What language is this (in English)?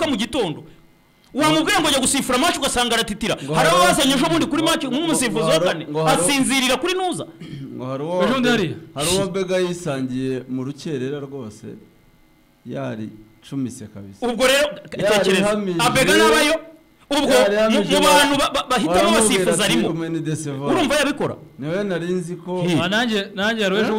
Kinyarwanda